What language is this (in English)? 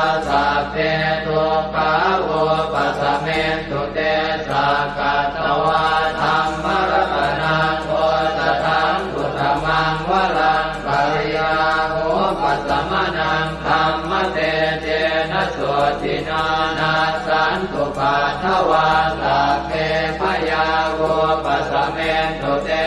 Pali